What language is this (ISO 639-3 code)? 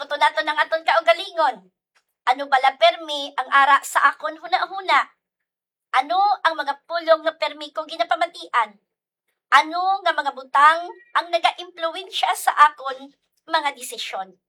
hil